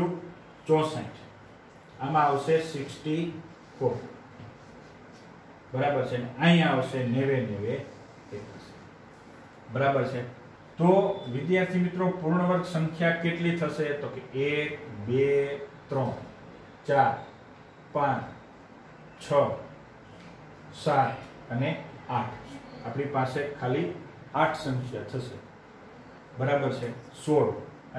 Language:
Gujarati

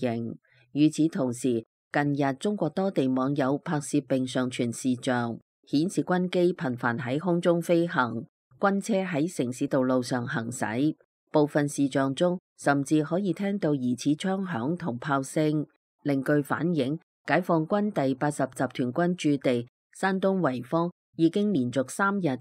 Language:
Cantonese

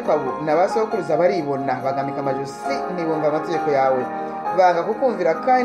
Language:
Kinyarwanda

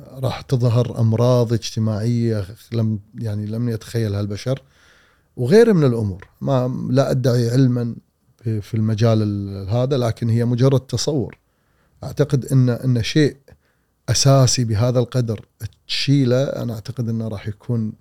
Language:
Gulf Arabic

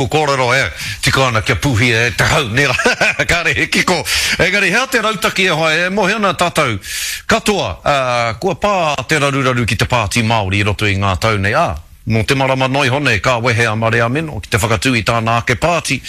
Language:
Māori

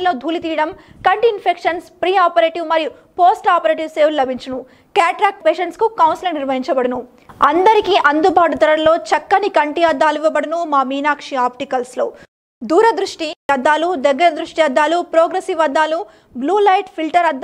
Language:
Telugu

